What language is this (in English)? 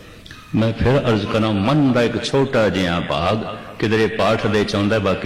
Punjabi